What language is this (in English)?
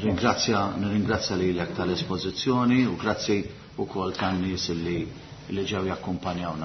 Maltese